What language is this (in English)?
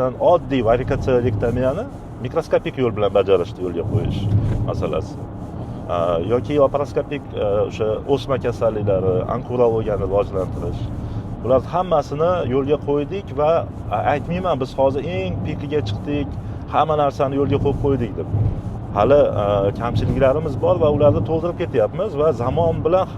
Uzbek